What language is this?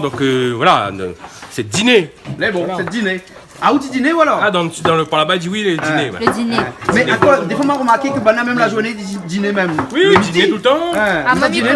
Réunion Creole French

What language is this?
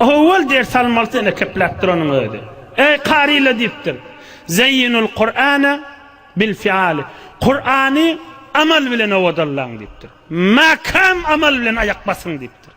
Turkmen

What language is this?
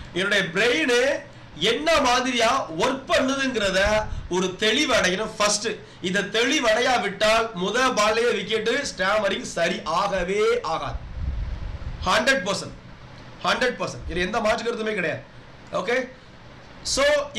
Tamil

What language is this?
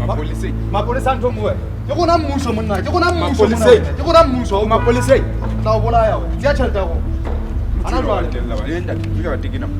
Southern Sotho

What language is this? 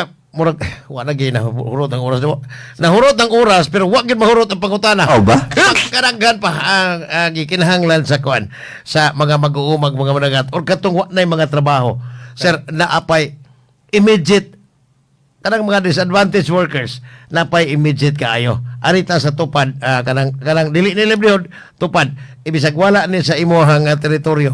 Cebuano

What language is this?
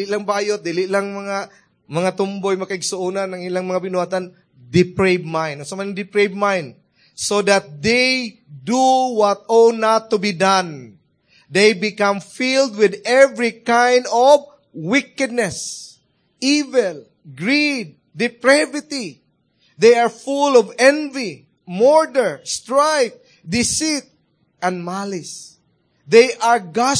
Cebuano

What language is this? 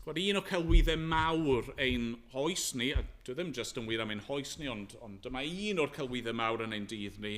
Welsh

